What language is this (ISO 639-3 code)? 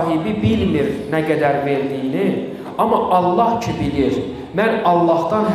aze